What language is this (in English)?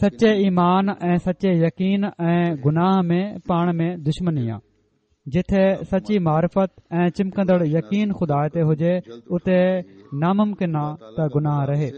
Sindhi